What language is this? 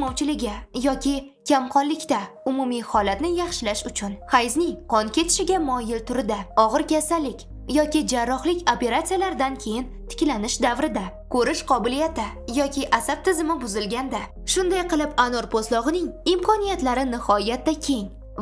Uzbek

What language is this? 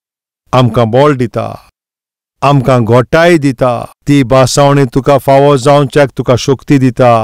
Konkani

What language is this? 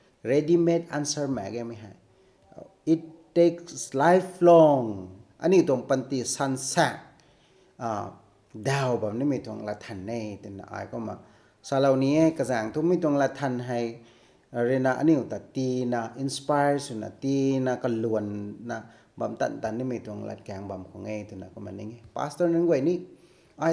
Rongmei Naga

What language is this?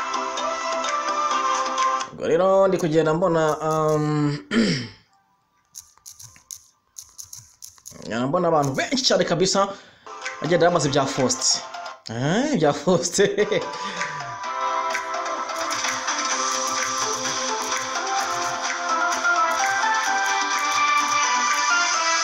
Kinyarwanda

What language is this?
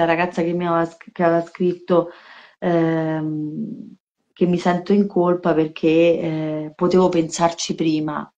Italian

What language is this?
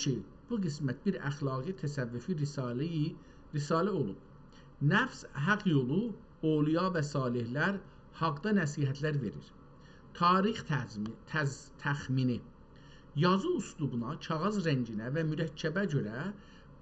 South Azerbaijani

